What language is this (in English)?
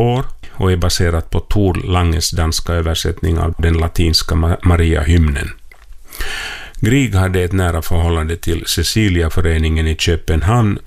Swedish